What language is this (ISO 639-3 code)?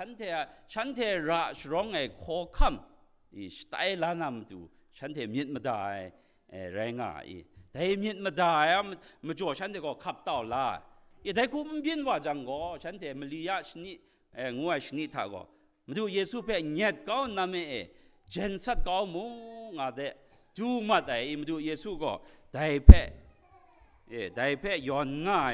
kac